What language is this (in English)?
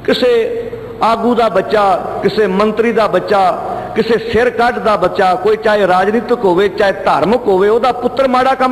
Punjabi